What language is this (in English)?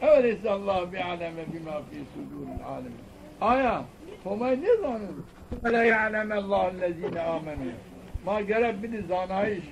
Zaza